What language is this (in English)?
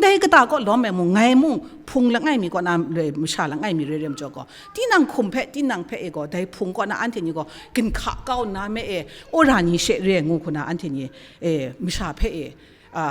Kachin